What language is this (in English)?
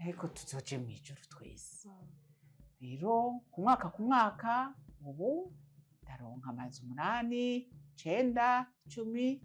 Rundi